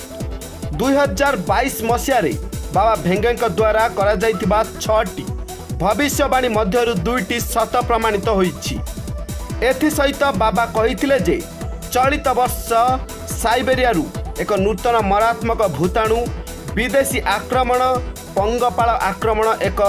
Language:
Odia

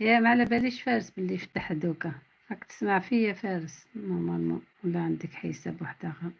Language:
Algerian Arabic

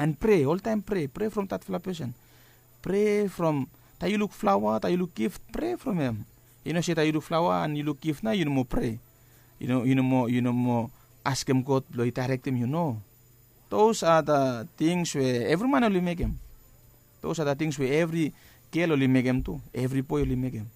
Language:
Bislama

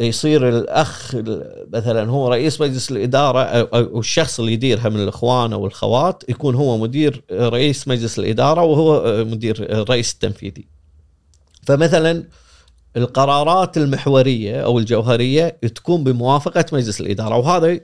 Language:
Gulf Arabic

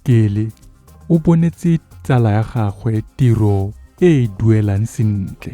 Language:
Tswana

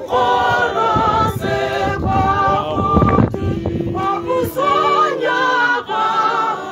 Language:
Tswana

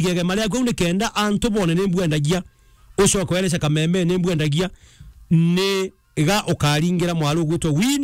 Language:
Meru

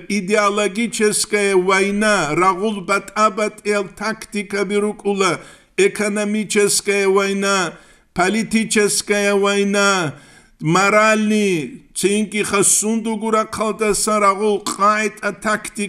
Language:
Avaric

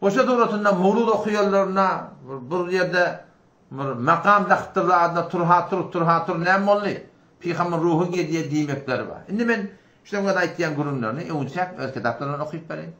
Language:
Turkmen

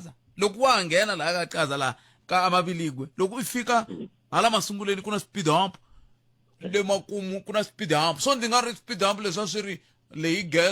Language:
Tsonga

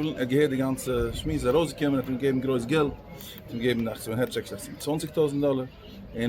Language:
Yiddish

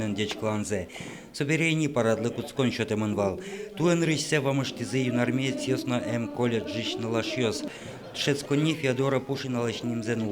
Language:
Udmurt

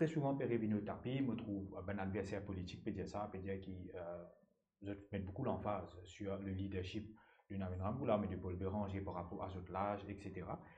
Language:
Morisyen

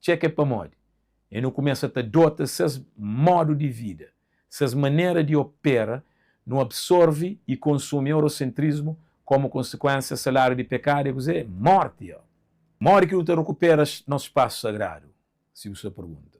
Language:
Kabuverdianu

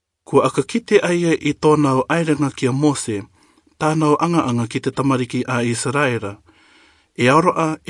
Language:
Rarotongan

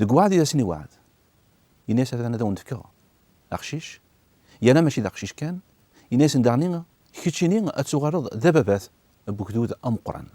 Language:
Kabyle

